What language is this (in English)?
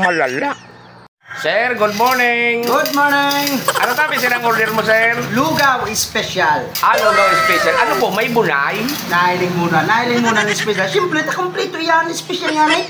Bikol